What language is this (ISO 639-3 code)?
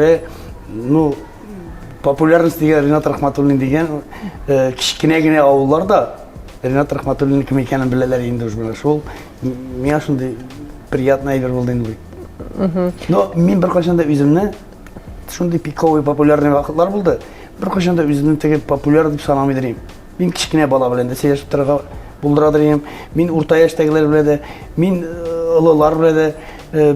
tat